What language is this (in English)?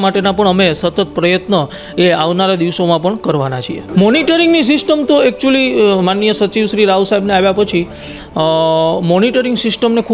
Gujarati